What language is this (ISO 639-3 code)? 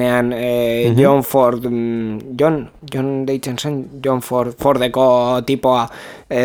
eus